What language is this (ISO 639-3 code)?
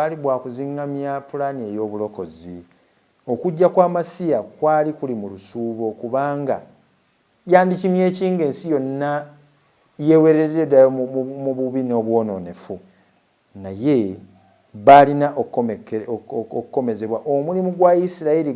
lug